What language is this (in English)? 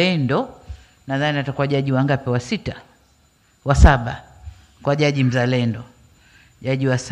Swahili